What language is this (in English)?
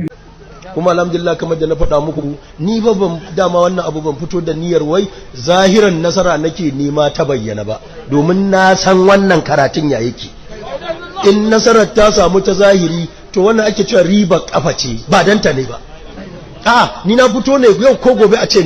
Hausa